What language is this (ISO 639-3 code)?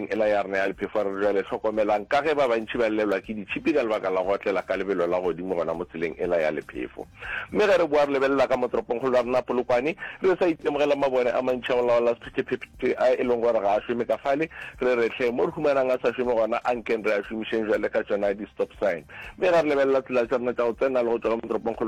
nso